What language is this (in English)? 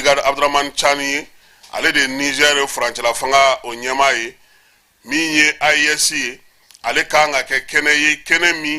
Bambara